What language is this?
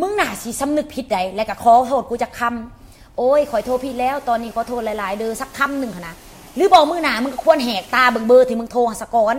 Lao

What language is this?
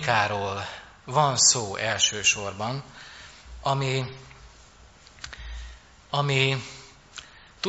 Hungarian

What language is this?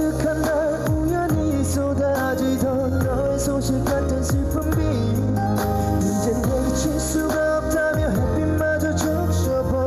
Korean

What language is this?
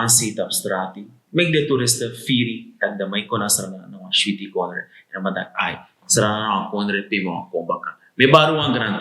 Sranan Tongo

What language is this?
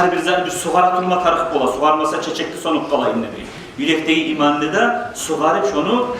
Kumyk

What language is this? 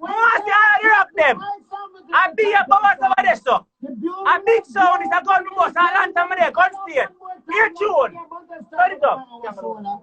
Jamaican Creole English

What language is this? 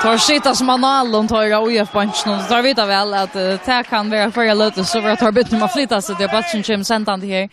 Faroese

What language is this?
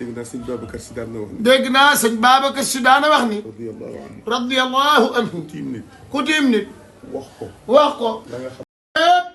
Wolof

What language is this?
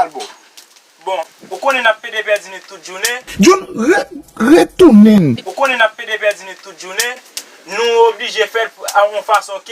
Haitian Creole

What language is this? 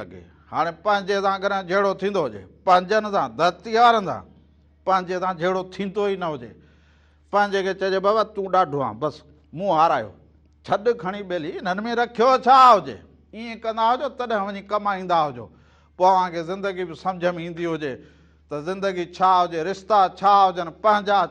Sindhi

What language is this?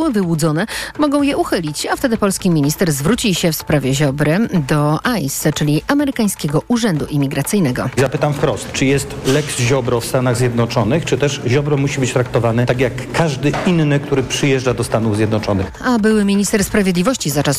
Polish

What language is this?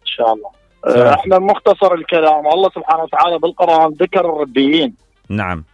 Mesopotamian Arabic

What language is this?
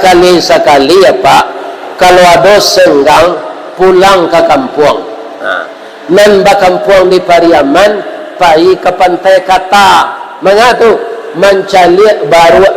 Minangkabau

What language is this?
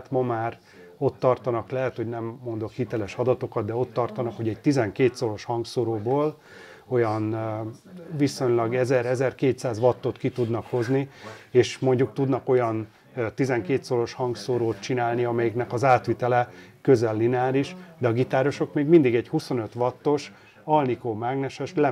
Hungarian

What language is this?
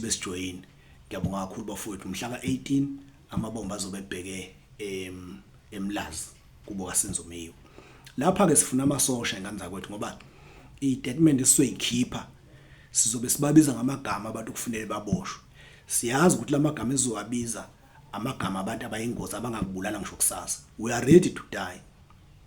Zulu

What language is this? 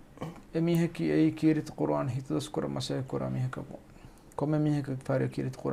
Divehi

